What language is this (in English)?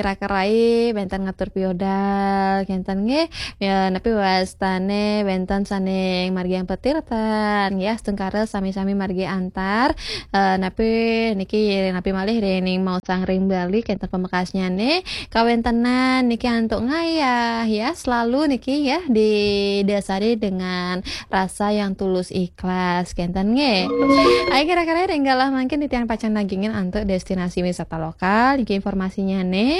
Balinese